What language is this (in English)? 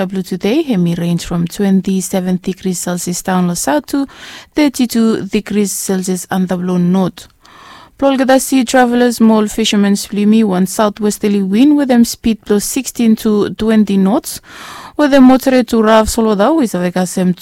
Bislama